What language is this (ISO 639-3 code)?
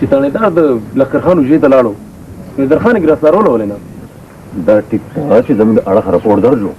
pus